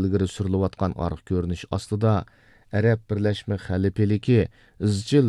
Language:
Uyghur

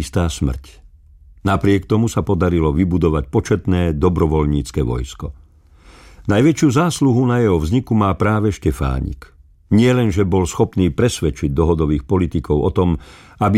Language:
Slovak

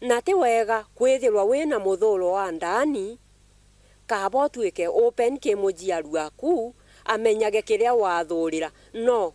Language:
Meru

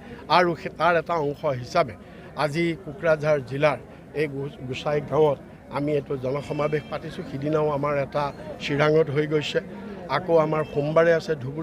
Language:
Assamese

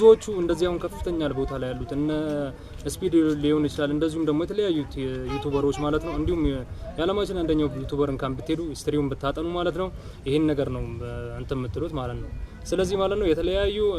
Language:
Amharic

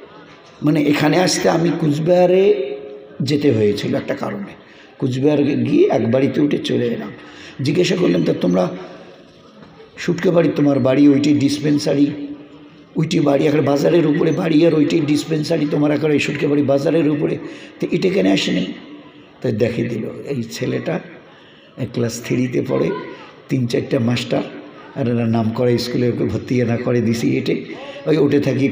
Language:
Bangla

